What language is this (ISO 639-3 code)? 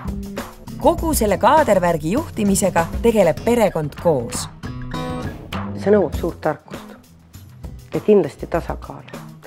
est